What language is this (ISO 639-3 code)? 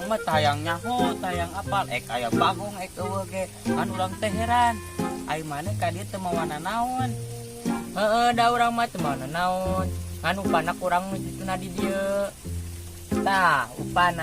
sun